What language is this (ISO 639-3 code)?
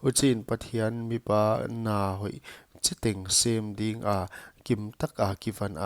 pck